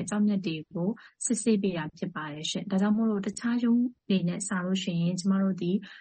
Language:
Burmese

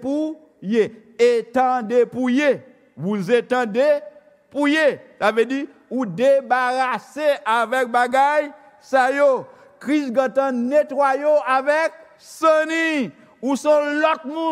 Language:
Haitian Creole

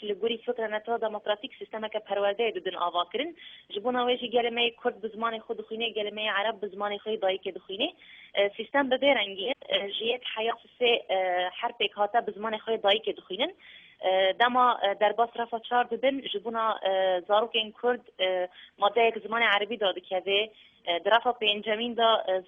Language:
Kurdish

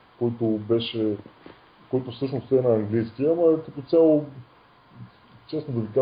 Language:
Bulgarian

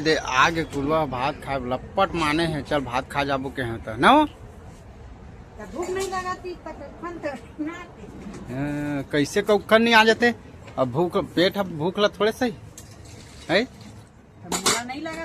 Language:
Chhattisgarhi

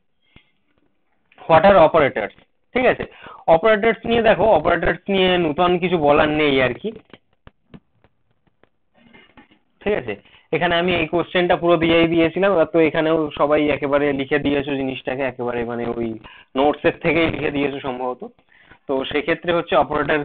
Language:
Bangla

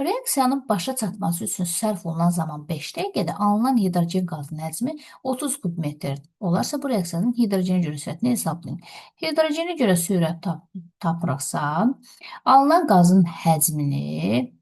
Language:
Azerbaijani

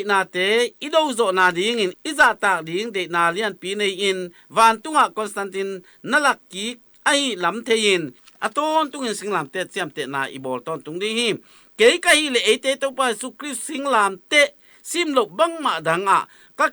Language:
Tedim Chin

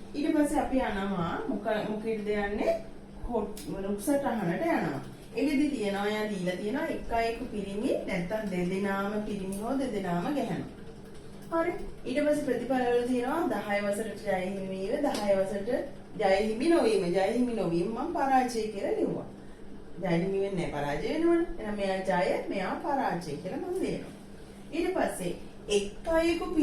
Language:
Sinhala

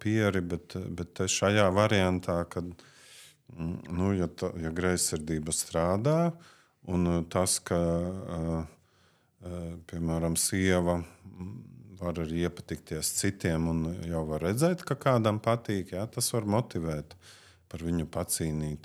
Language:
Latvian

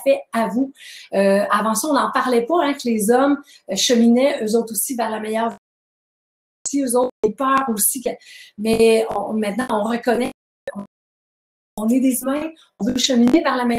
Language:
French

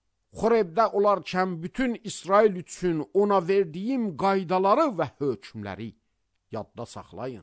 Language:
Azerbaijani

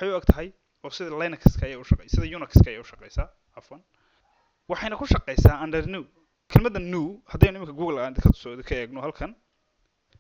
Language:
Somali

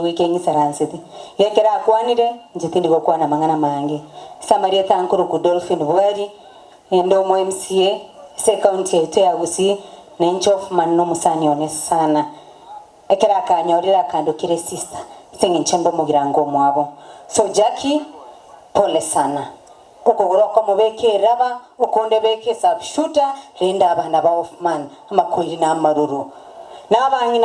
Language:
Gusii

